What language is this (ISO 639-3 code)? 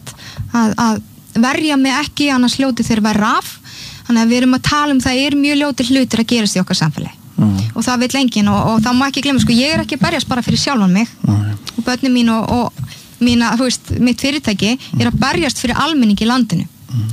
isl